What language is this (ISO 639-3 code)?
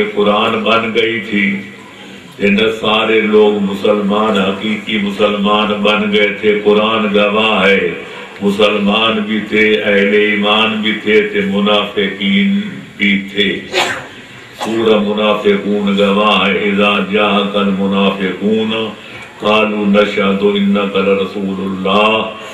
urd